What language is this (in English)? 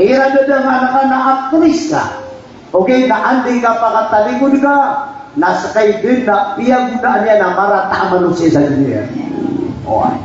Maranao